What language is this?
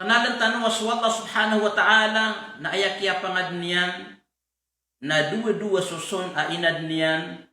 Maranao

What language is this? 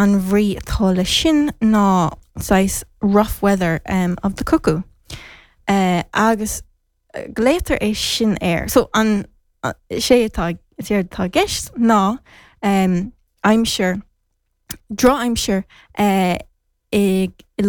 Irish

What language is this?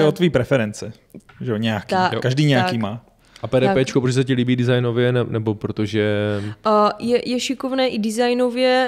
Czech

